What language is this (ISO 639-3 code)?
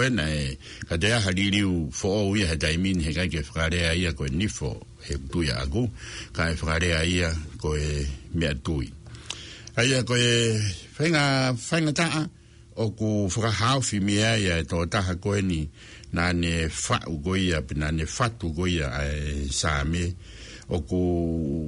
ton